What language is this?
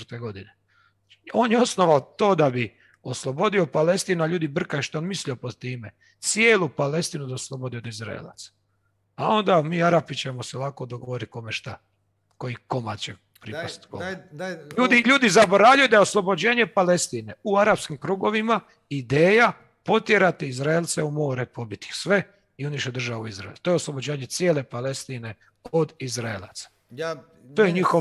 Croatian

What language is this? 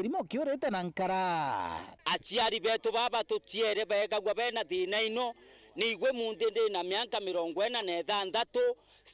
Meru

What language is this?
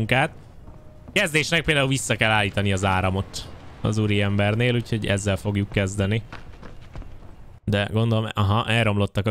Hungarian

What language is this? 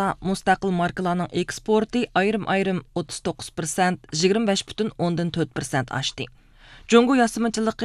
Uyghur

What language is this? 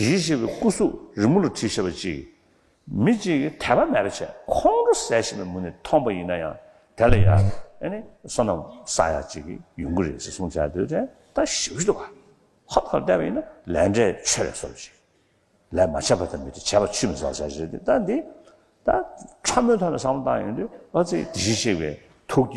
Tibetan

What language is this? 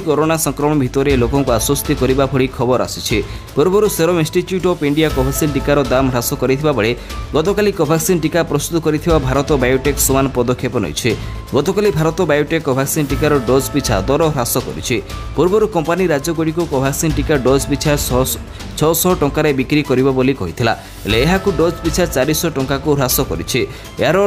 Odia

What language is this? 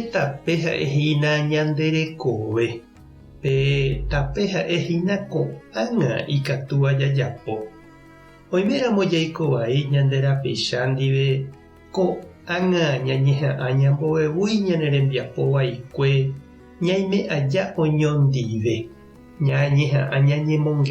Guarani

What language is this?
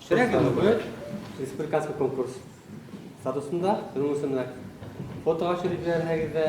Bashkir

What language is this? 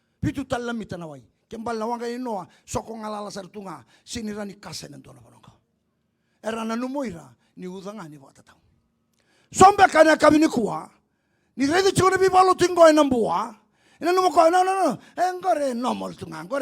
Fijian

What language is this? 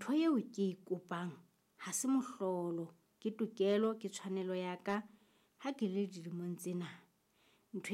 Southern Sotho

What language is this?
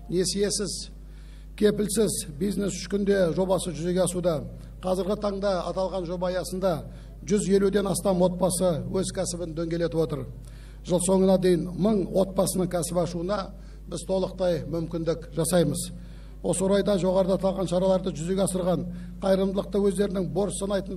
Kazakh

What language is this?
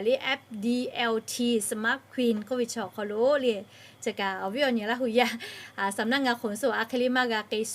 Lahu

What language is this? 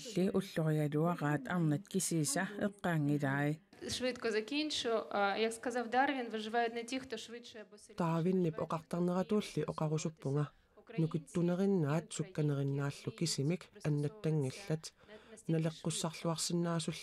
Kalaallisut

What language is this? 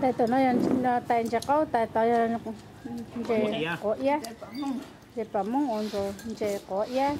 Hmong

